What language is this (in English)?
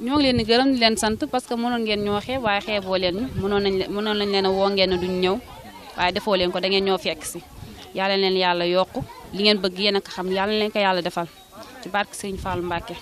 Wolof